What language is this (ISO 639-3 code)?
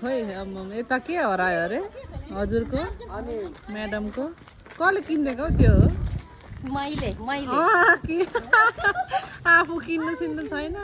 nep